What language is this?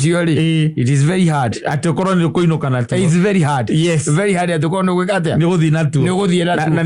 Kikuyu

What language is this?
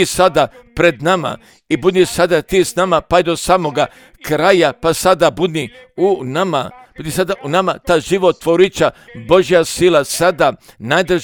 Croatian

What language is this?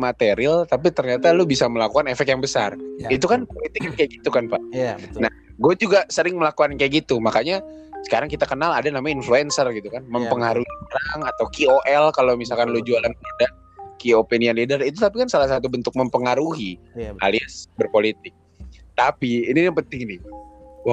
Indonesian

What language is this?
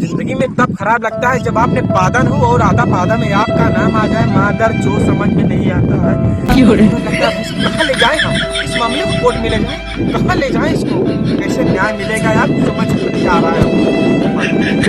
Awadhi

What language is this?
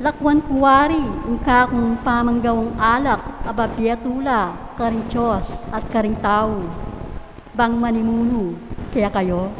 Pampanga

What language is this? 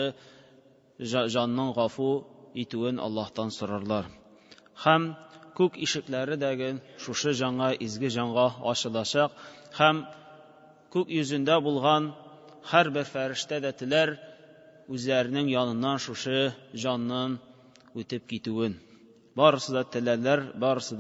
Tatar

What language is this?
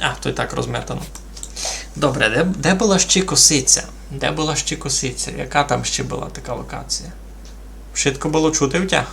Rusyn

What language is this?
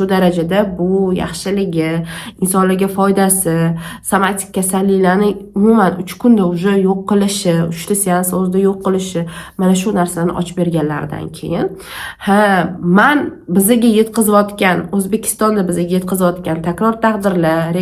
Uzbek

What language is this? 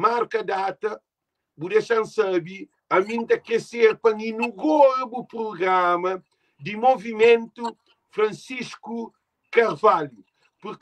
Kabuverdianu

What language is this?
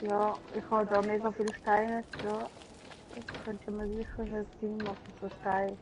Swiss German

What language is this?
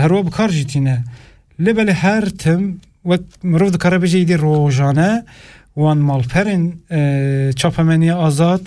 Kurdish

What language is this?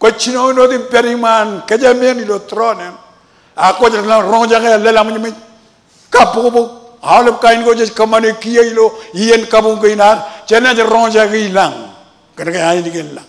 Marshallese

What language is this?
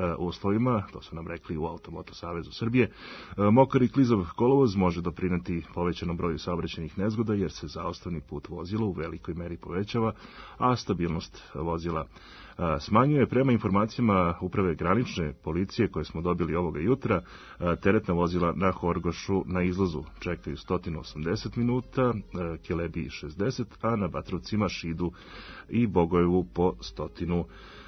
Serbian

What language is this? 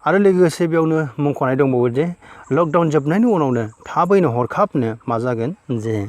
Bodo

